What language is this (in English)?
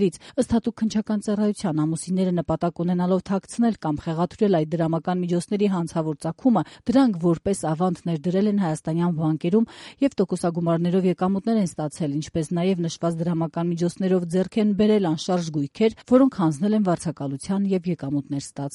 Armenian